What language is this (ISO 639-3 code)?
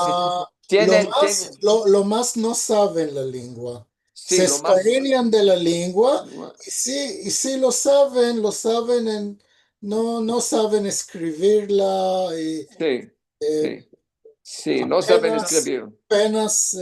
lad